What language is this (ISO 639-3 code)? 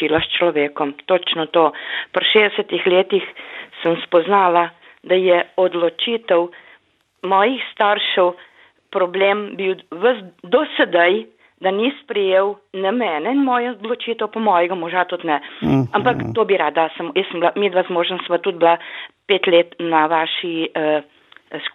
slv